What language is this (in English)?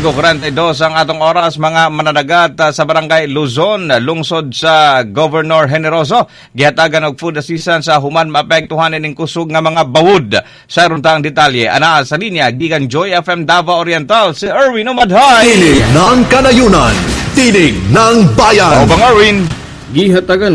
Cebuano